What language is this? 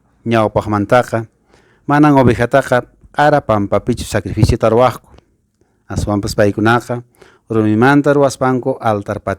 Quechua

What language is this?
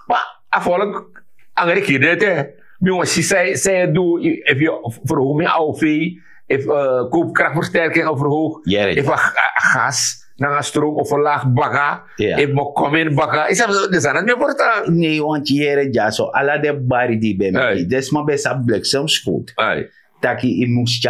Sranan Tongo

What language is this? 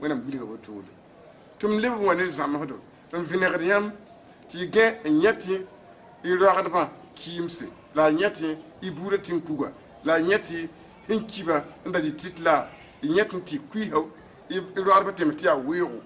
Mossi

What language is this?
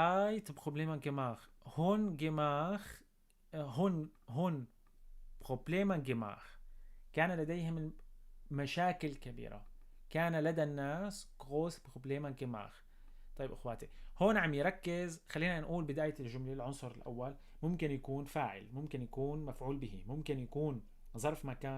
North Levantine Arabic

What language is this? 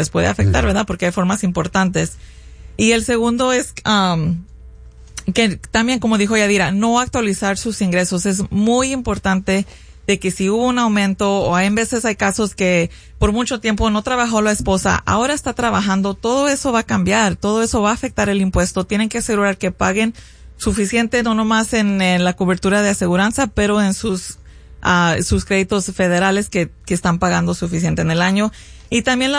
Spanish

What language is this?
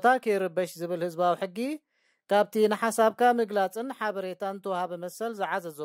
Tigrinya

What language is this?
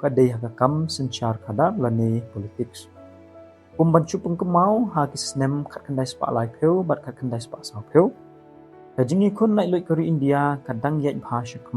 Khasi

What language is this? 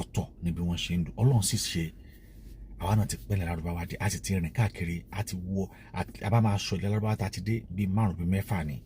Yoruba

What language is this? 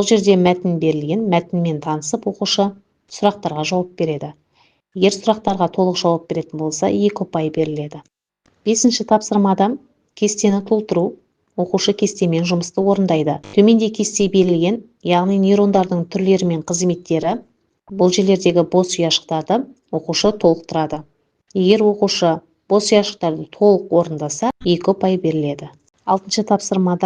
Kazakh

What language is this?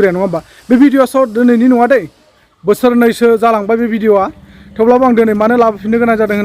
Bodo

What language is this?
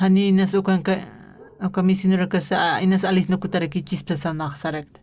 Aymara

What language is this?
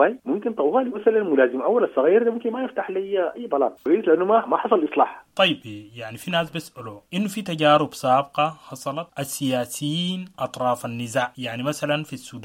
Sudanese Arabic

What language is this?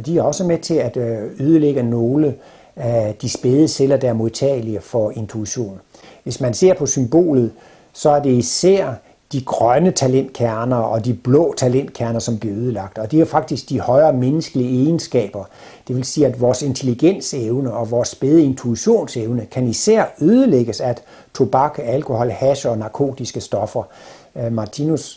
Danish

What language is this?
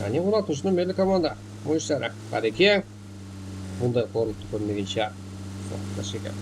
Kara-Kalpak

